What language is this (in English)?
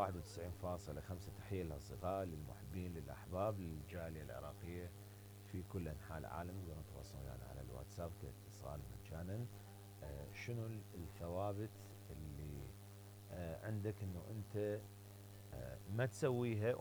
Mesopotamian Arabic